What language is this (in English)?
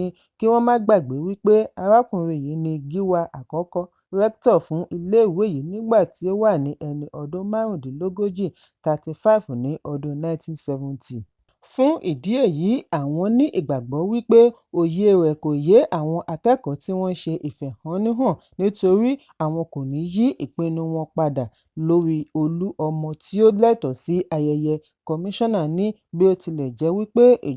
Yoruba